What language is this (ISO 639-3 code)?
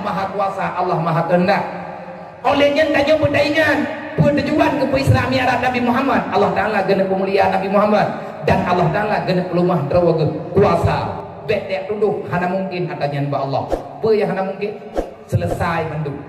ace